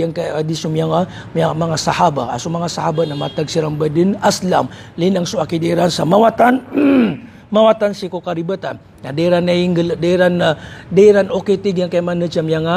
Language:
Maranao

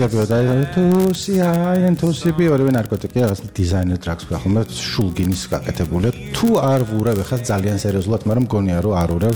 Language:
Georgian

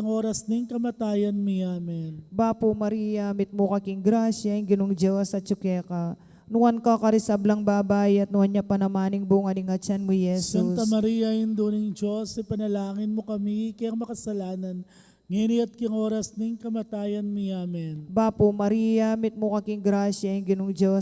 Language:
Pampanga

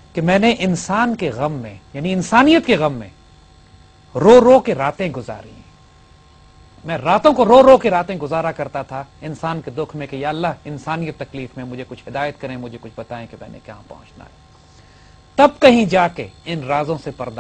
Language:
Urdu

